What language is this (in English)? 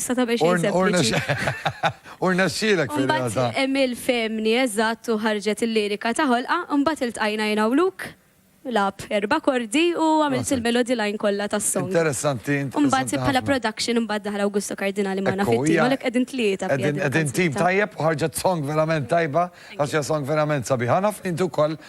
Maltese